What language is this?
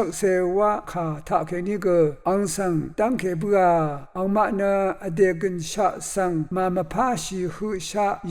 Rawang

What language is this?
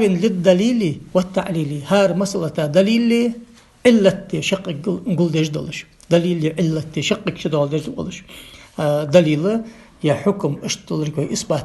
Ingush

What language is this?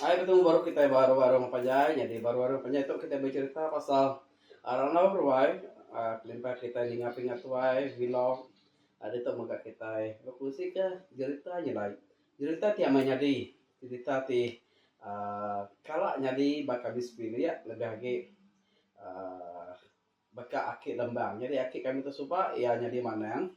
Iban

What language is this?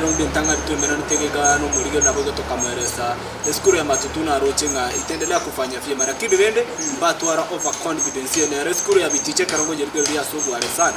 Gusii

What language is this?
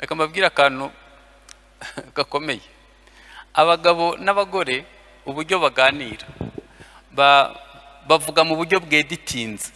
Kinyarwanda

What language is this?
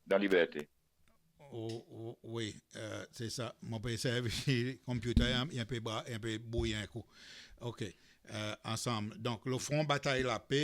Seselwa Creole French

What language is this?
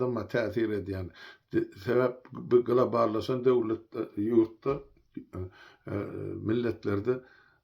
Turkmen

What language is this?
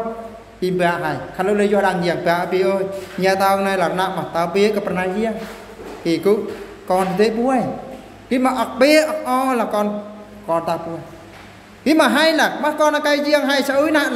Eastern Bru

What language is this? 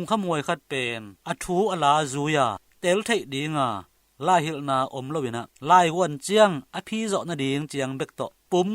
Tedim Chin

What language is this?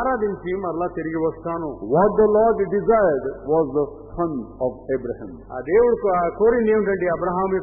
Telugu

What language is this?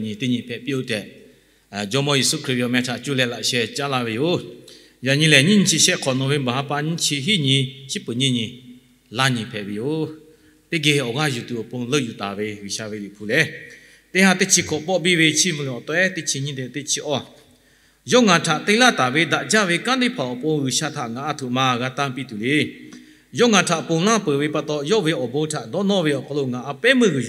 Lahu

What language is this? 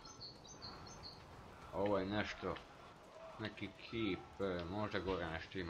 Croatian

